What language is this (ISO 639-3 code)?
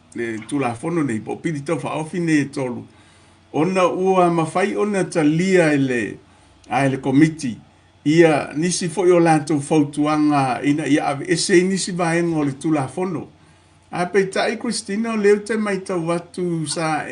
smo